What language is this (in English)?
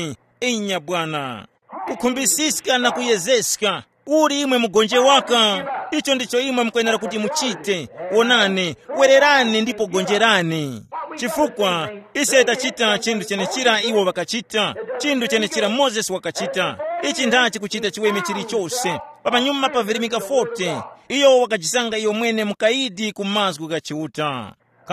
Tumbuka